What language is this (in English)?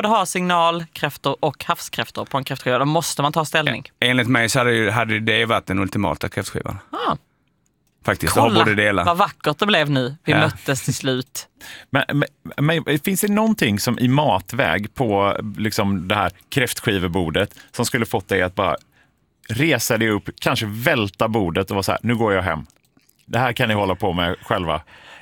Swedish